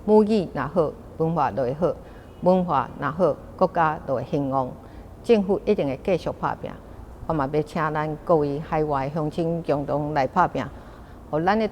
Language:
Min Nan Chinese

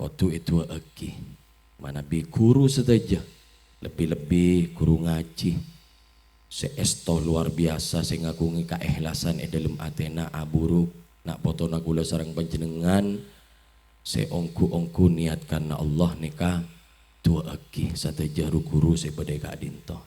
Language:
Madurese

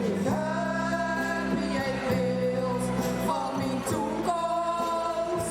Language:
Limburgish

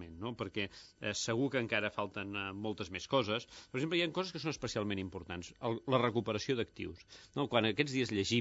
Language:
Catalan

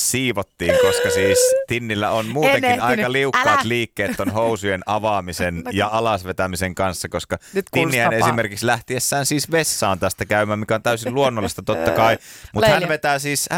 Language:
Finnish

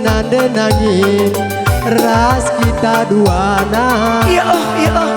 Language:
Batak Karo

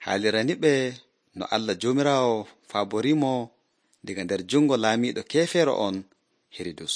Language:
Nigerian Fulfulde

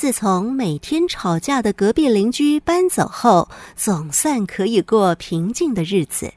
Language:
Hakka Chinese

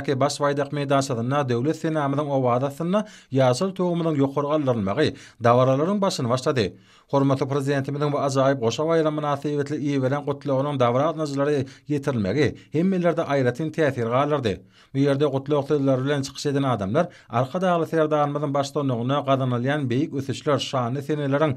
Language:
Turkmen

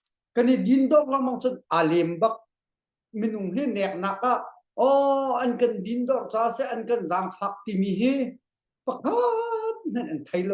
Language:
Hakha Chin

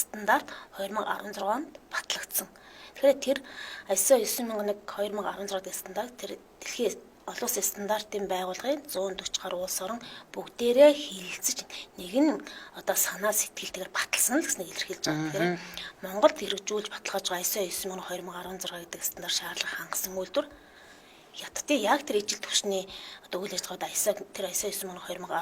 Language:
Mongolian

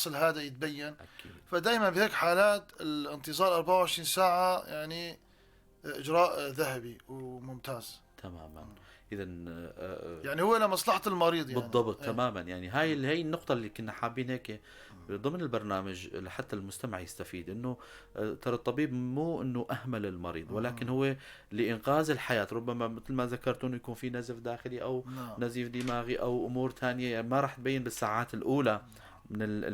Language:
North Levantine Arabic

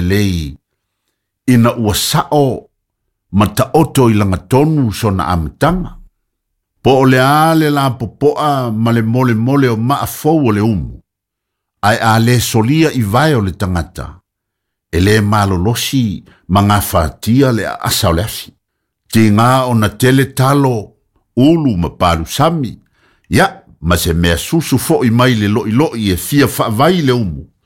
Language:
Samoan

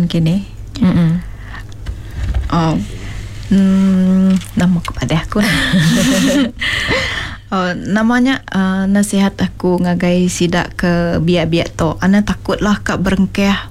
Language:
Iban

